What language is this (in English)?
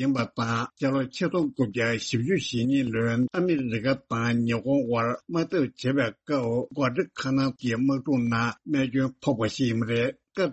Tibetan